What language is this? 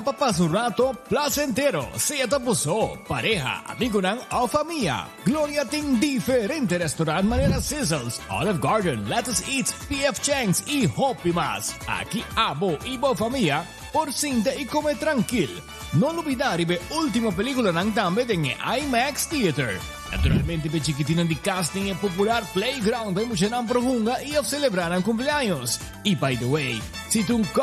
Papiamento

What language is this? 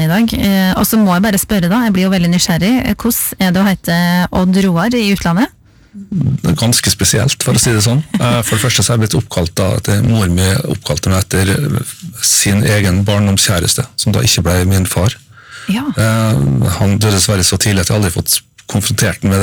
Norwegian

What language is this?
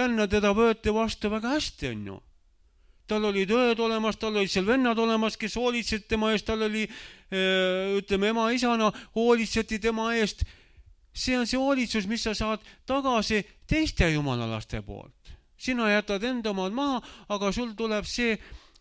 Estonian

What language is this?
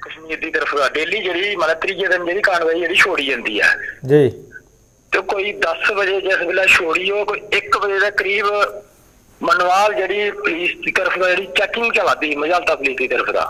Dogri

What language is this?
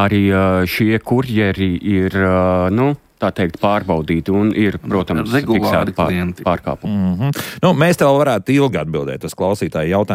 Latvian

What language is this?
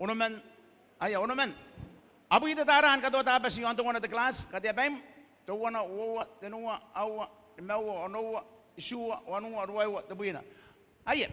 Gilbertese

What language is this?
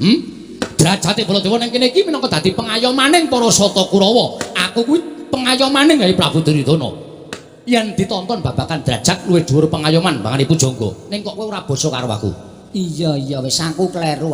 Javanese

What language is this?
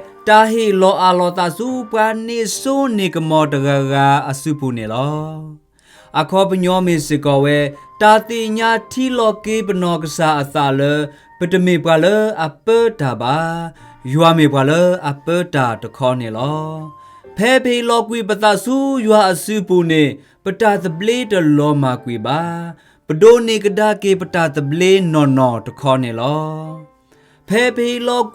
S'gaw Karen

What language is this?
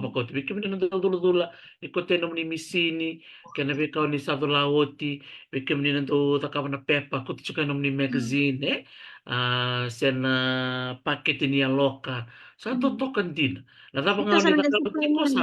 Fijian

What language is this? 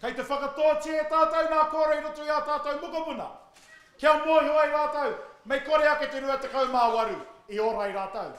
Māori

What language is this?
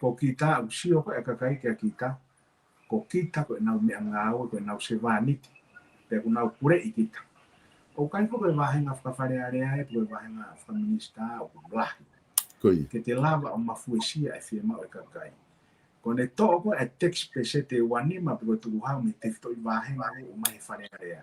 Tongan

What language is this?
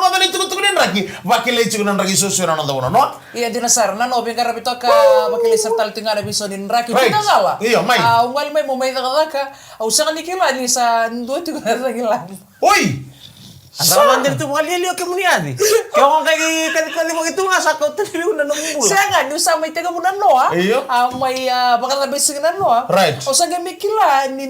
Fijian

